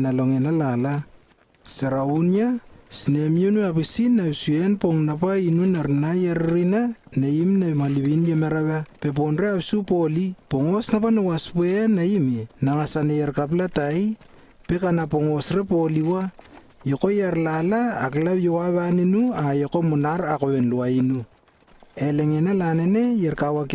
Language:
Lewo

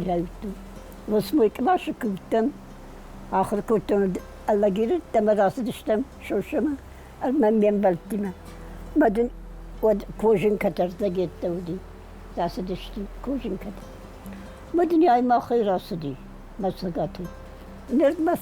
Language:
Ossetic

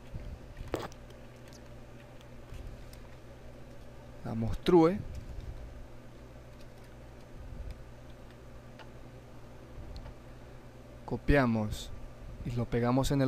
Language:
Spanish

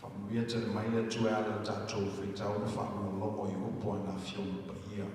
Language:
Samoan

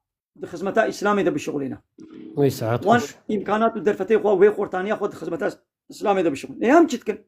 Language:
Kurdish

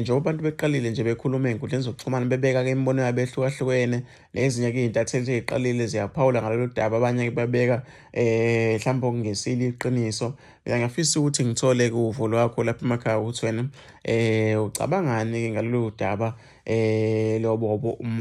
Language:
Zulu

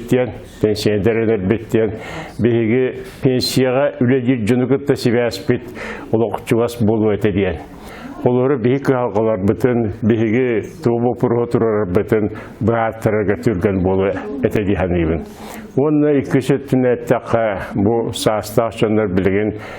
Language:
Yakut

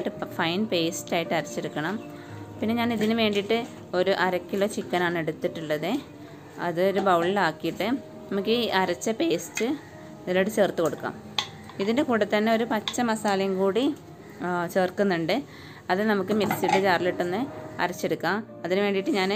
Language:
Malayalam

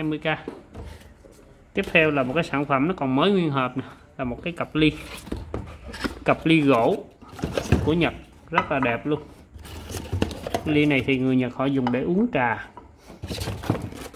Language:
Vietnamese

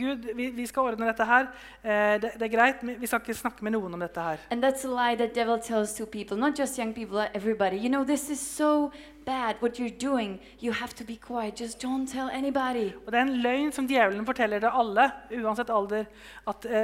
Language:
Norwegian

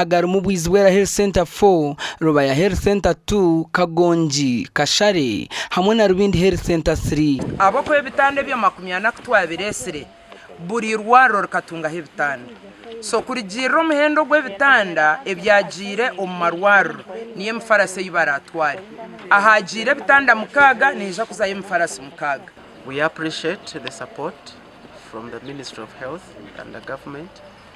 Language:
Nyankole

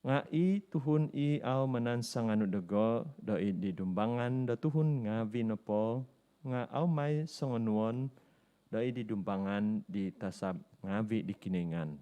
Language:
Central Dusun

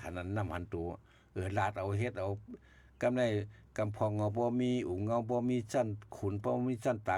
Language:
Shan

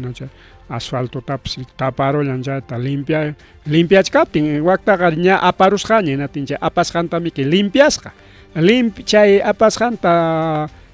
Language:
Ayacucho Quechua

